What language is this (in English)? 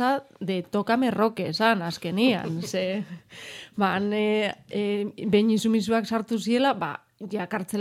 Basque